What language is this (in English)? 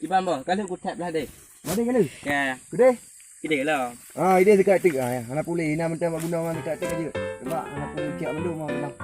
Achinese